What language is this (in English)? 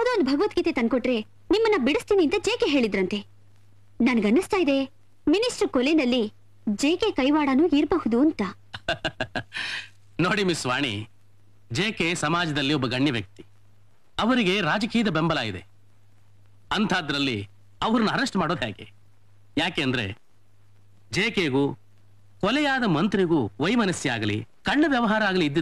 Kannada